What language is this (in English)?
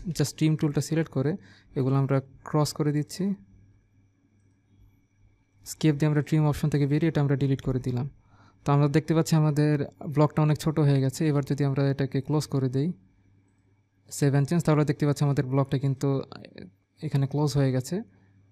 Bangla